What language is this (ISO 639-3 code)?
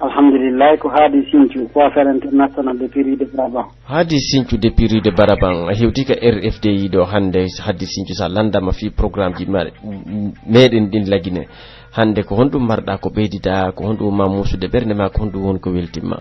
fuf